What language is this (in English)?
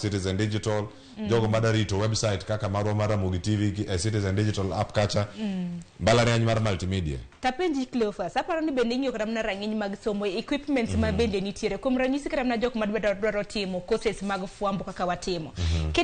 Luo (Kenya and Tanzania)